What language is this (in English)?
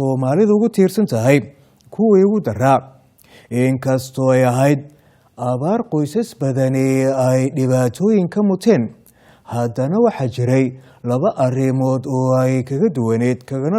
Somali